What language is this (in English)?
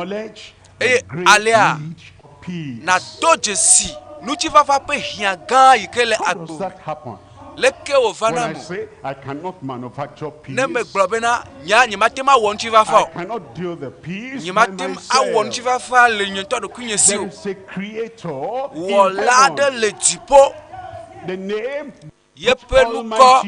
Ewe